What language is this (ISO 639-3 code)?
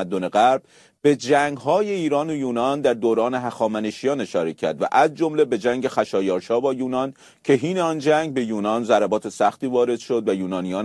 fas